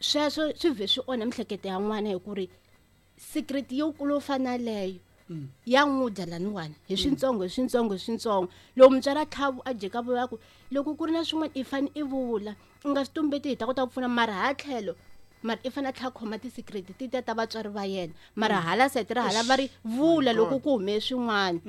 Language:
Tsonga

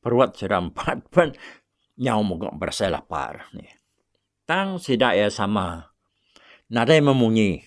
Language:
Iban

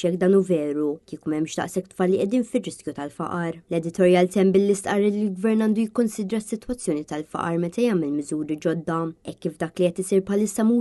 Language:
Maltese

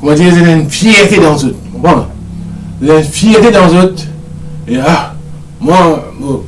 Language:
Morisyen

